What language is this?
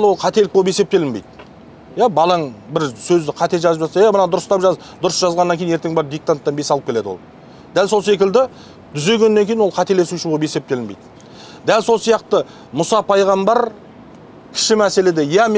Kazakh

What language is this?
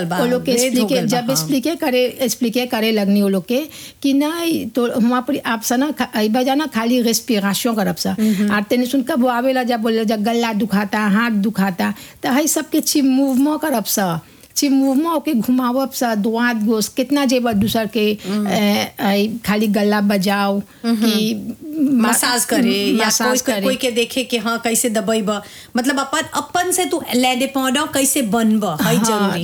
Bhojpuri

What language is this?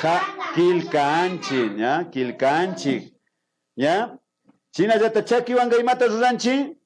Imbabura Highland Quichua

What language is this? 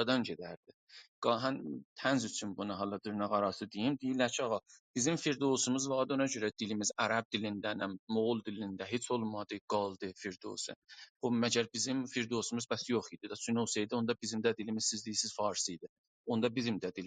South Azerbaijani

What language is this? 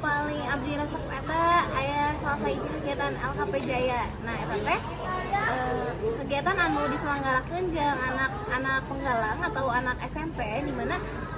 Sundanese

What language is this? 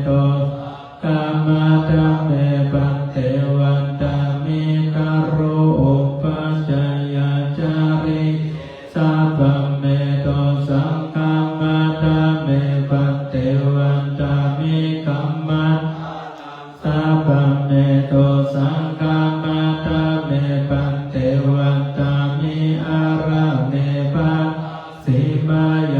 Pali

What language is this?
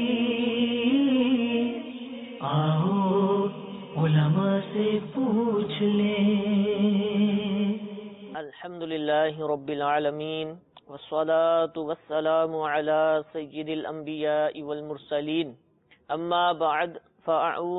Urdu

